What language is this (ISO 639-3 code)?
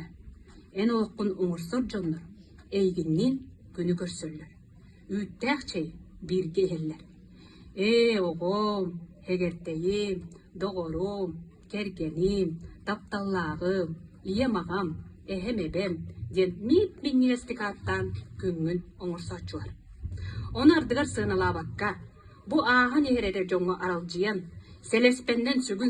sah